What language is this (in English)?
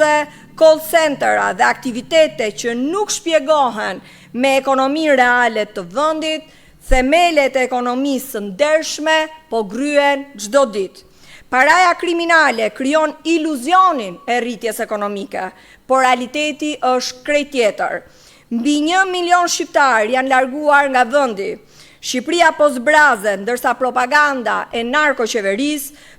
Albanian